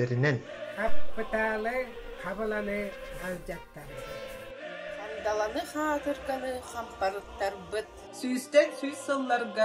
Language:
Yakut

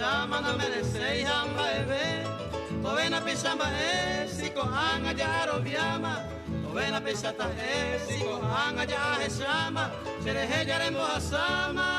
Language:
Guarani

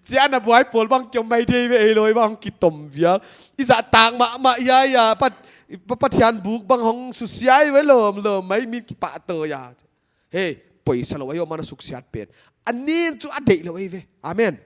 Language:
Paite Chin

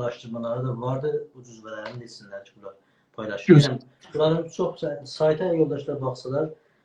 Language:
South Azerbaijani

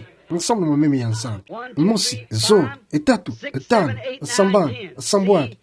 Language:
Kituba (Democratic Republic of Congo)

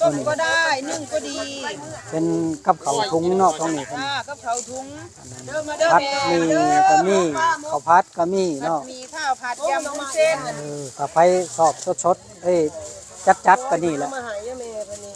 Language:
Northeastern Thai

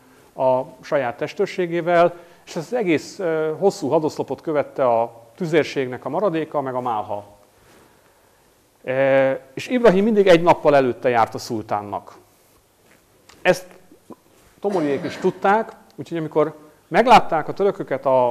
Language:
Hungarian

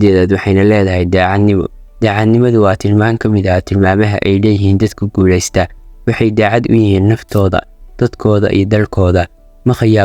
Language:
Somali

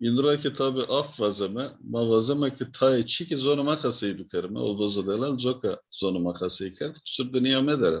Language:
Zaza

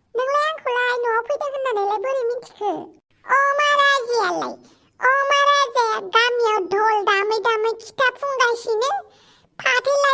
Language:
Bodo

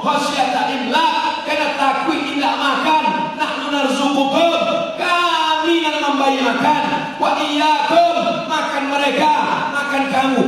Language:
Minangkabau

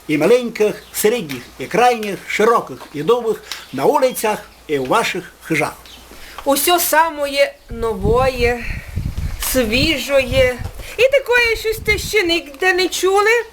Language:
Rusyn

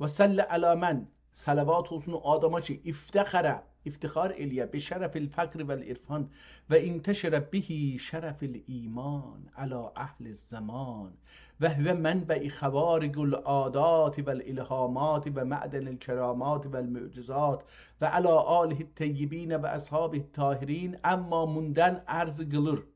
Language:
South Azerbaijani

